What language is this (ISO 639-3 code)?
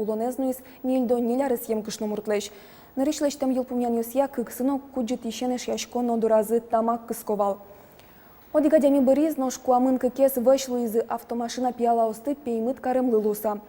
udm